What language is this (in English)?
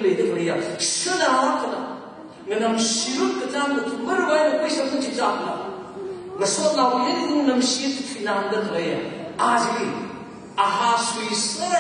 Tangkhul Naga (India)